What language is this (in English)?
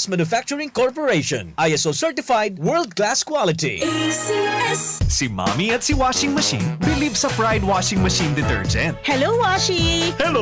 Bikol